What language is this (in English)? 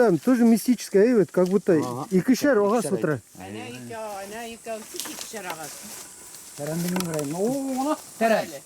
Bashkir